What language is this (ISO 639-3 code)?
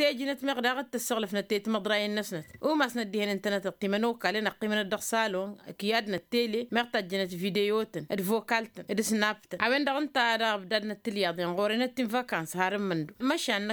taq